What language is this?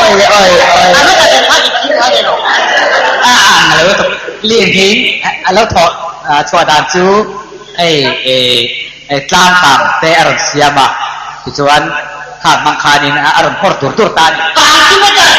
Mizo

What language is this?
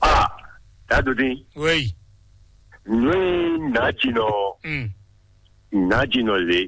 Fon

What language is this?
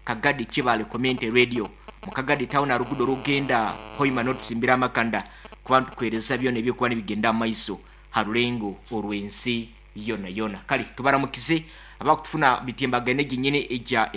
Nyankole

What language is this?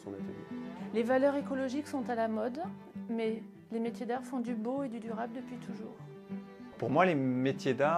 French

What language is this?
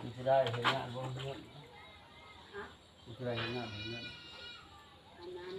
Lao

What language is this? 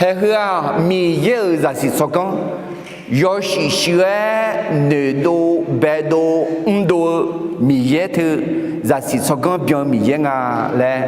Akha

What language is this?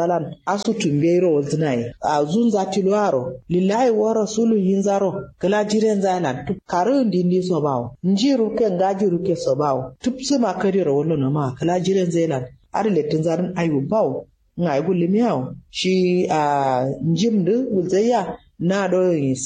Kanuri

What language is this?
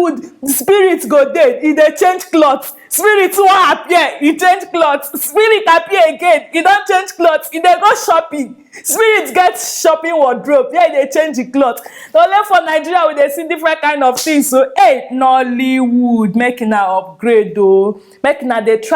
Nigerian Pidgin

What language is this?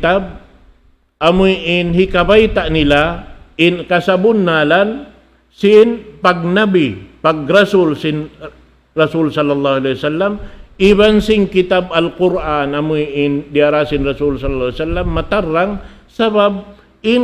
Tausug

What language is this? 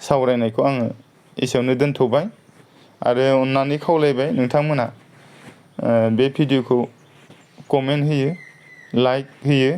Bodo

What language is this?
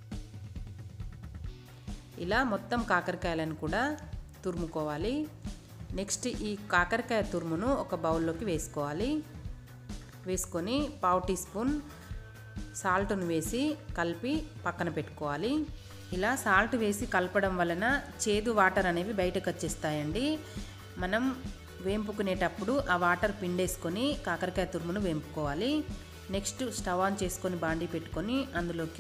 Telugu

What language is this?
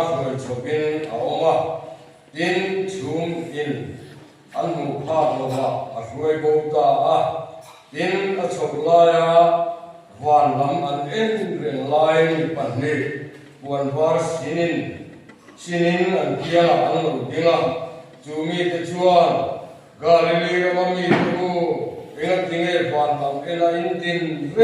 Mizo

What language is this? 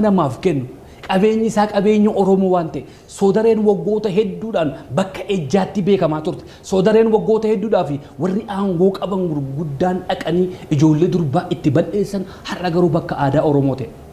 Oromo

